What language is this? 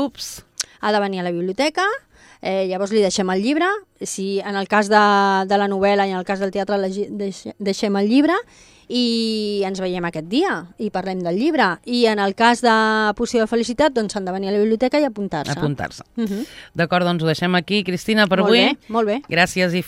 Catalan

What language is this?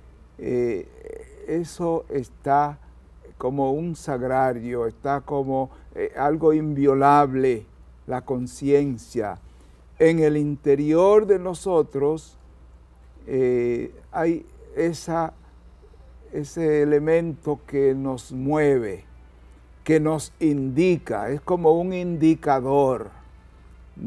Spanish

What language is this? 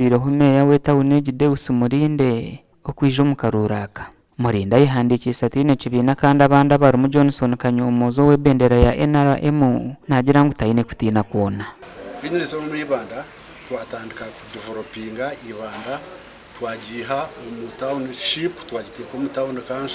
Nyankole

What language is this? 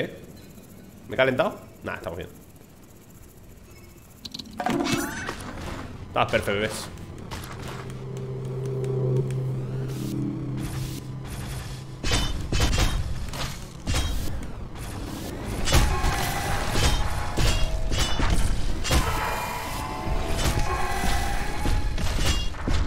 Spanish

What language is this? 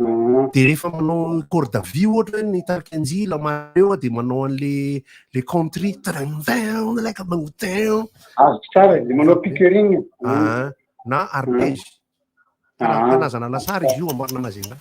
Malagasy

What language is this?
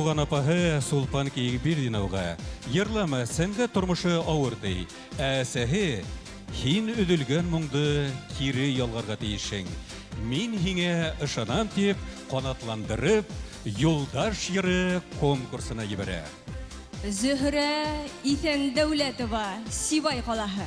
Bashkir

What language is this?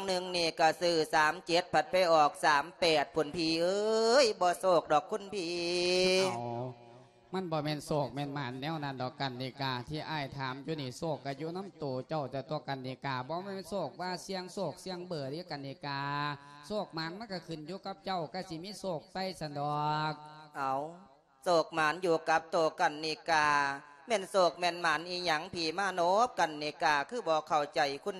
Lao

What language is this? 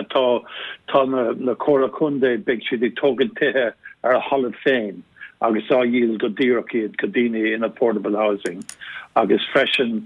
Irish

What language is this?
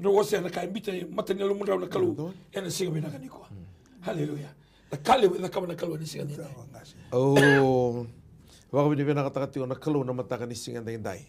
Fijian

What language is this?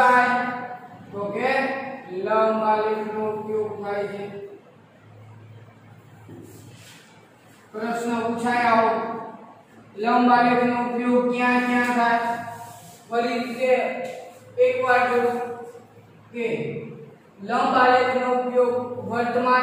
Gujarati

